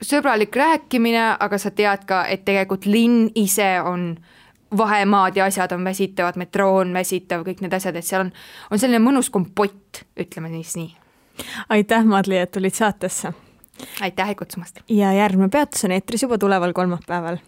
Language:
Estonian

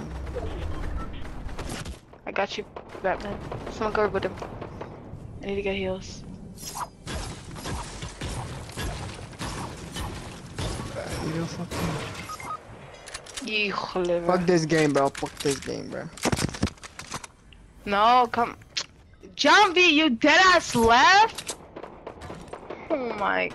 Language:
English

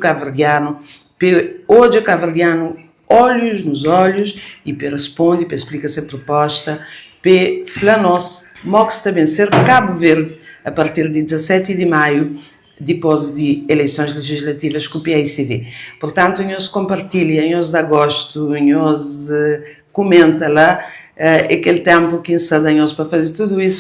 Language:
Kabuverdianu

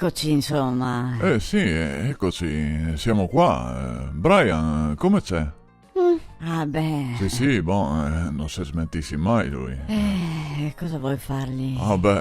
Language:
Venetian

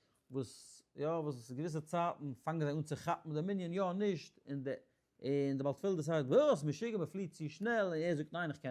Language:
Yiddish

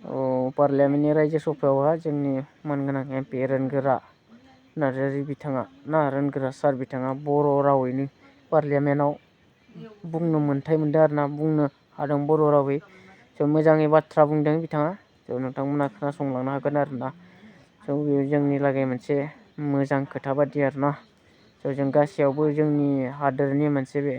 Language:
Bodo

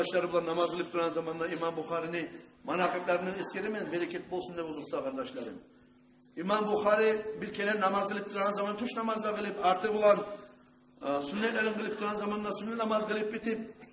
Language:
Kumyk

